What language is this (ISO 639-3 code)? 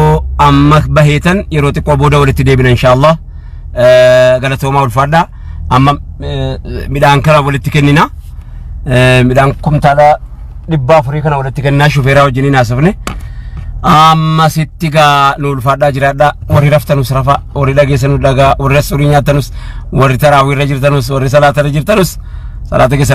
orm